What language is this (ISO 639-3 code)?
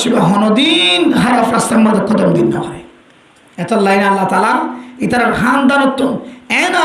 rhg